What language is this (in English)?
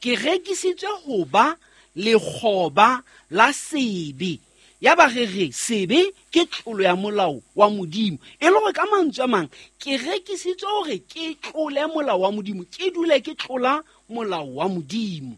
Southern Sotho